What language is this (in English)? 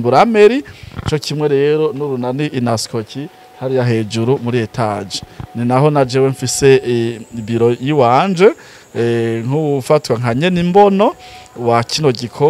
Rundi